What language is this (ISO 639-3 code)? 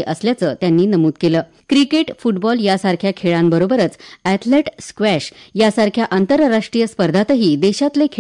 mar